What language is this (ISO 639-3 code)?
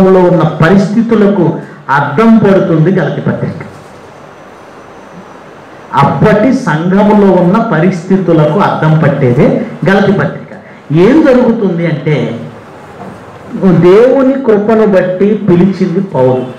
tel